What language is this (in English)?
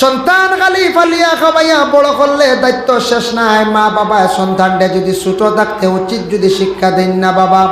Sylheti